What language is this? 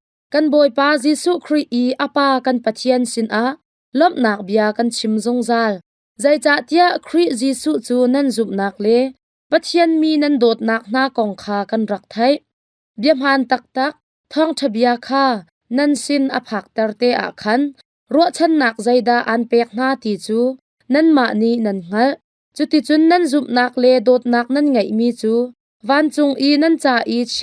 Hakha Chin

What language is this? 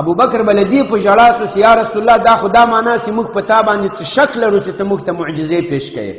Pashto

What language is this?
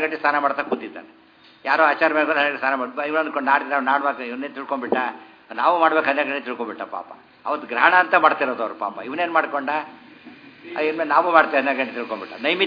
Kannada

